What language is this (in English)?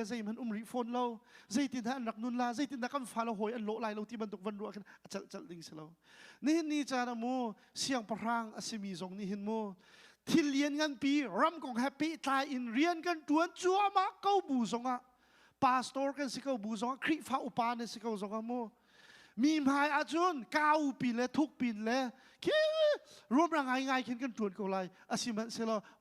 Hakha Chin